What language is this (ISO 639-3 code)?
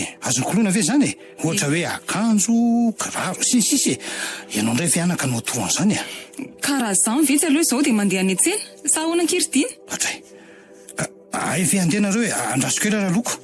mlg